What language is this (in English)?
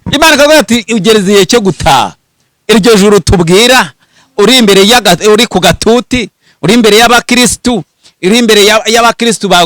Kinyarwanda